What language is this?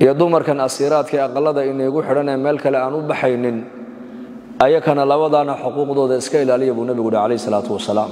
Somali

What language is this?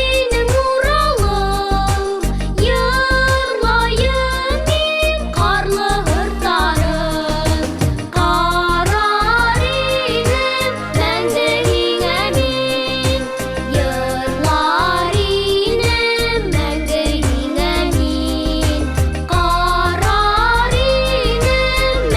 Bashkir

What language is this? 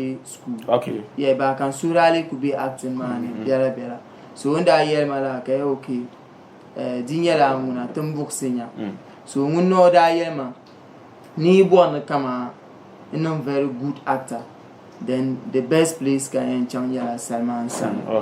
Dagbani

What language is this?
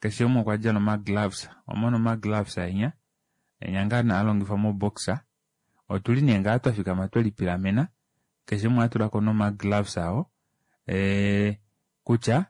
Kuanyama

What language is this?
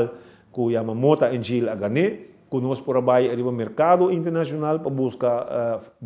Papiamento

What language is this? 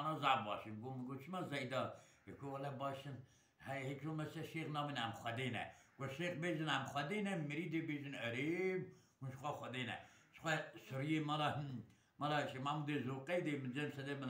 Kurdish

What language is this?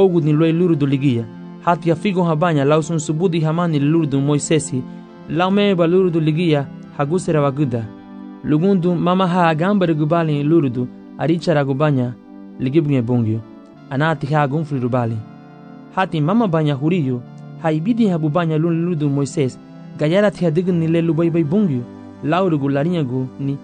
Garifuna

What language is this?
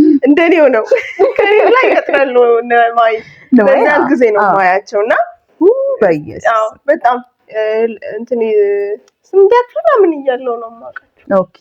Amharic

